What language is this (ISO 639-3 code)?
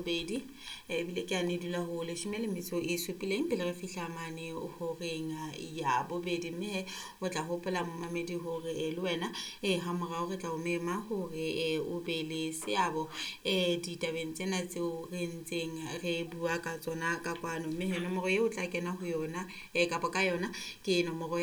sot